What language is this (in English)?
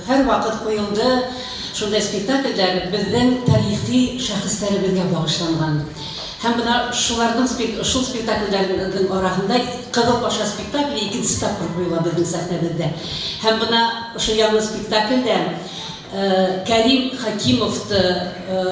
Bashkir